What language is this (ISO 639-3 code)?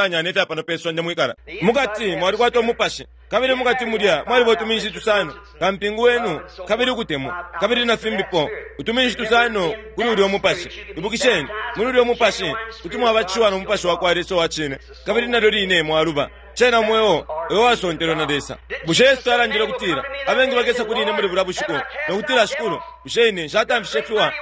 bem